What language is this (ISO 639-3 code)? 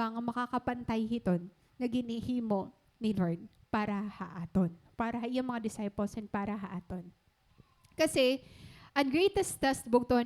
war